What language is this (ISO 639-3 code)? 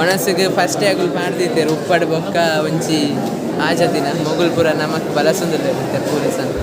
tcy